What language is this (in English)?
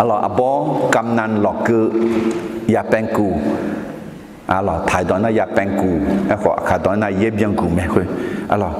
Akha